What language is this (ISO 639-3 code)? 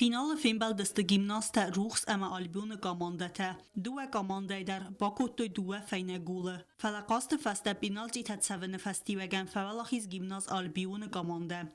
oss